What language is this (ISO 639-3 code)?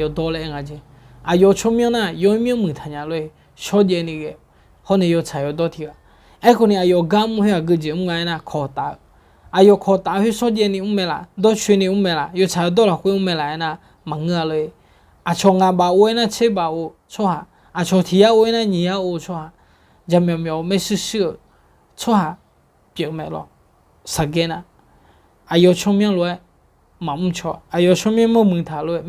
ahk